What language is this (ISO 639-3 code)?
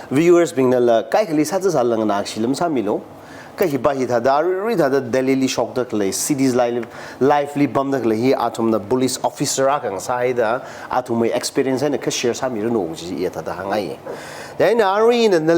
nmf